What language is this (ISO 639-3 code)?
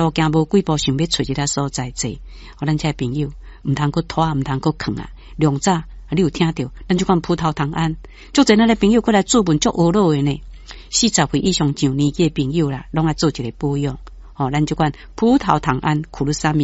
nan